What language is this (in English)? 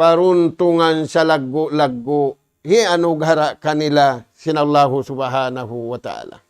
Tausug